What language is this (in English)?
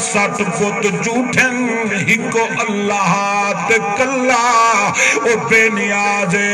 Saraiki